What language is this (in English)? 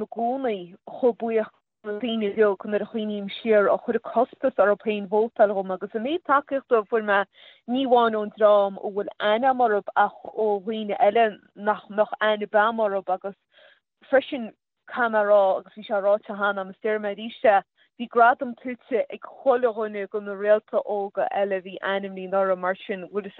Irish